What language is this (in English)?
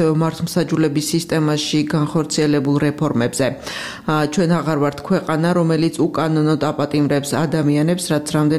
Georgian